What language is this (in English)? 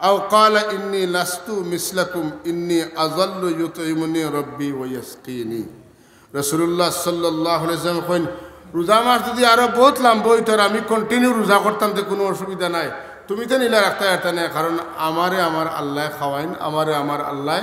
Sylheti